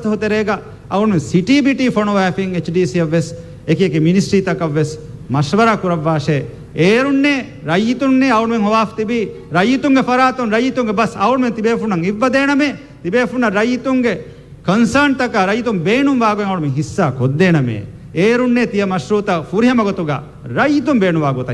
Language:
Divehi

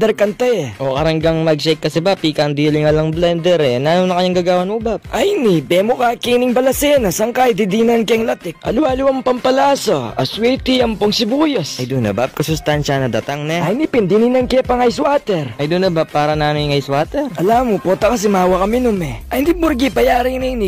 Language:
Pampanga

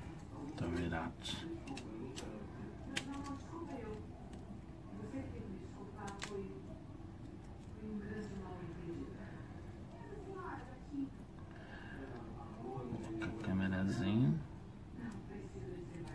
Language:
Portuguese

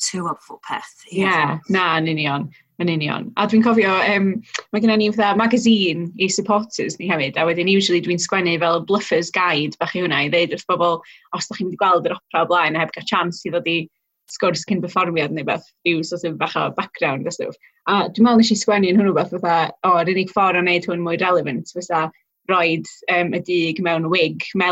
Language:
Welsh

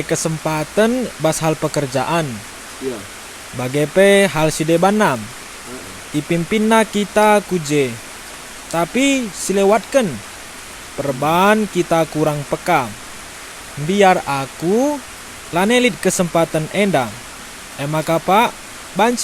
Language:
Batak Karo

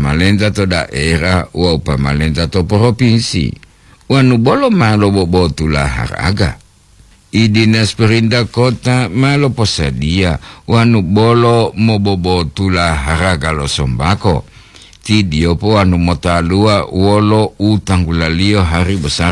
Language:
Gorontalo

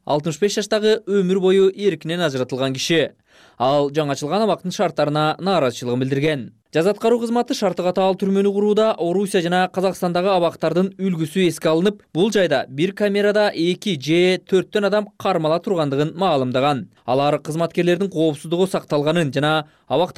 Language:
Kyrgyz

